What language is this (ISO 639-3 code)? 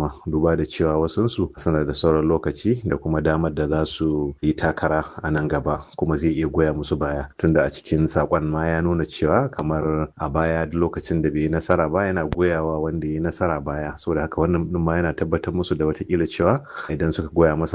hau